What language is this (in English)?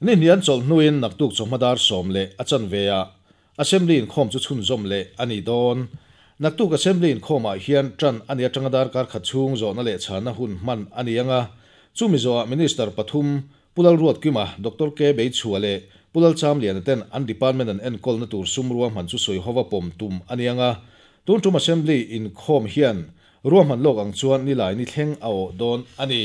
Mizo